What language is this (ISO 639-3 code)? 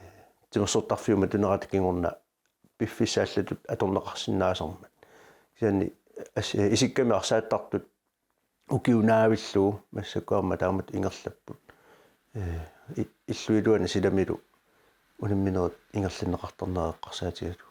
kal